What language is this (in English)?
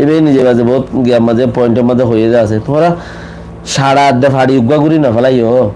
Rohingya